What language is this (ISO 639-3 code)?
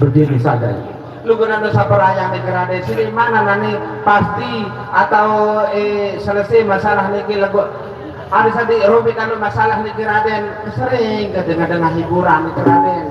sas